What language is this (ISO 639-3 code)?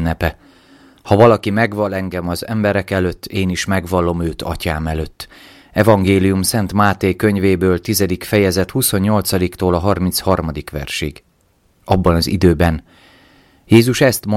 hun